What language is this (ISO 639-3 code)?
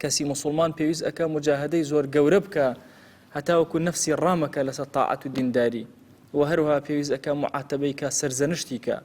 ckb